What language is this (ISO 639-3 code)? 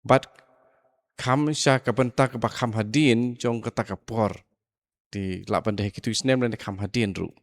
kha